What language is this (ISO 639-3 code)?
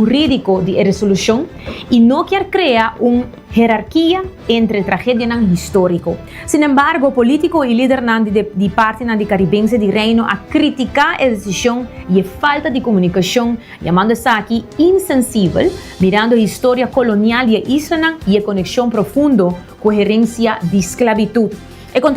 pap